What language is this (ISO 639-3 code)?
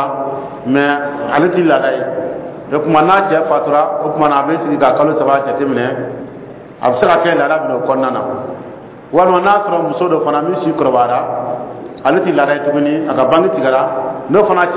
dyu